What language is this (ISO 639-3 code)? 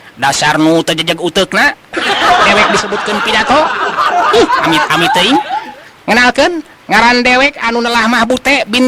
sun